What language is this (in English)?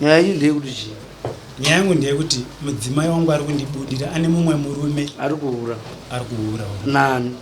Shona